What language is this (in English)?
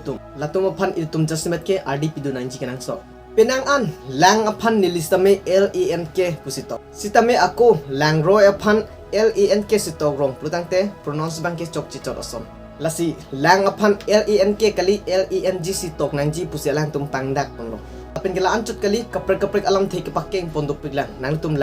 Karbi